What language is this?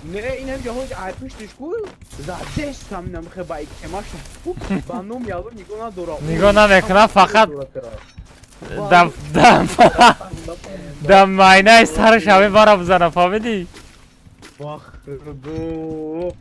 Tajik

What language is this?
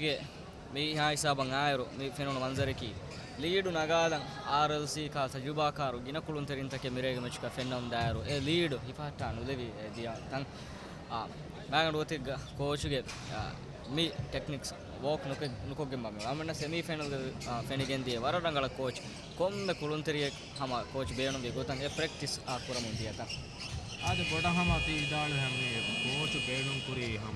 Divehi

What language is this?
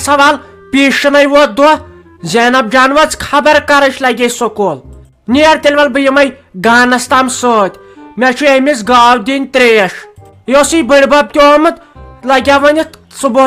Kashmiri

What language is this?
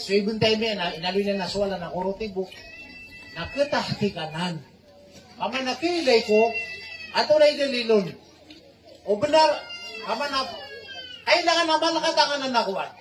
Maranao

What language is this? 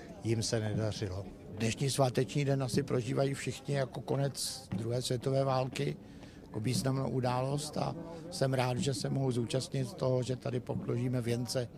Czech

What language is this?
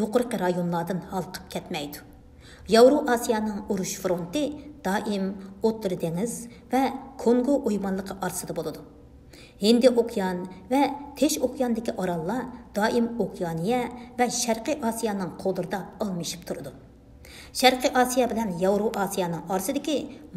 Uyghur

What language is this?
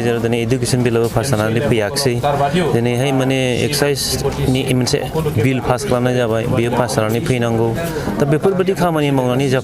Bodo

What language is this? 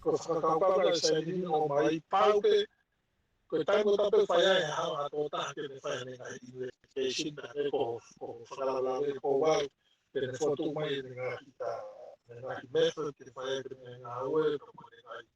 Tongan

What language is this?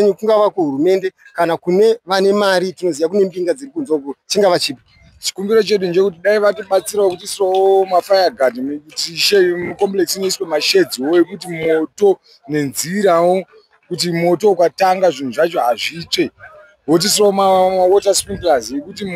Shona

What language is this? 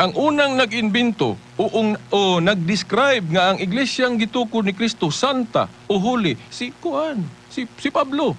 Cebuano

